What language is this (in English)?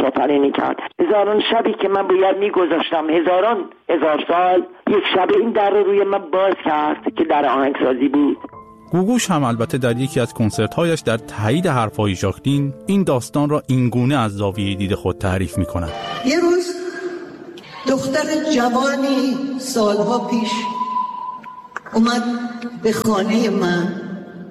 Persian